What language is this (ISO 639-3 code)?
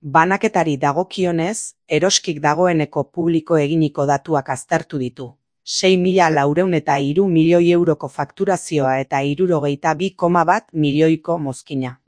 eus